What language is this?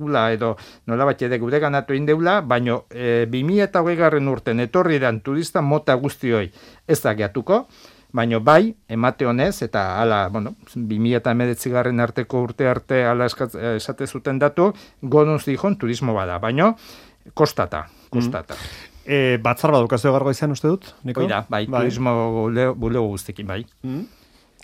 Basque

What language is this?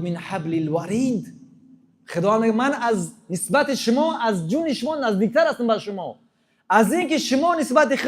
Tajik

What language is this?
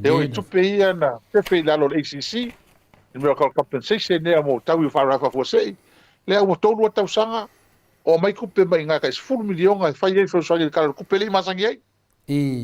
Samoan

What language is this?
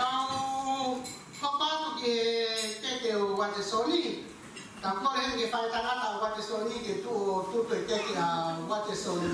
Tongan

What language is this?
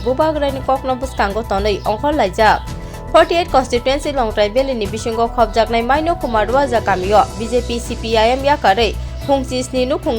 Kok Borok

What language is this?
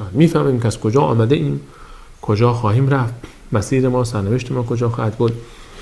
Persian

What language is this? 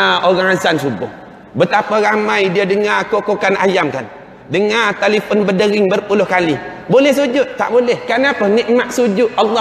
Malay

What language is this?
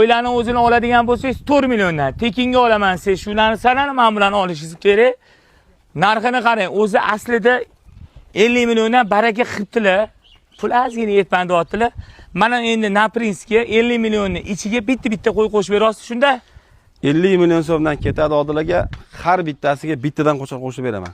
Uzbek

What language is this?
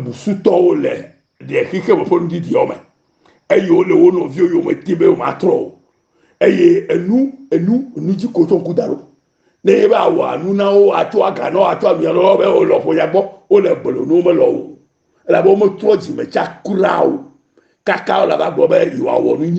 Ewe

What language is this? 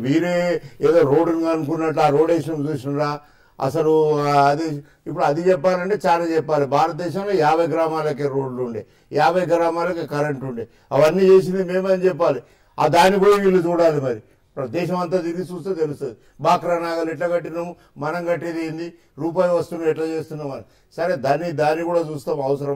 Telugu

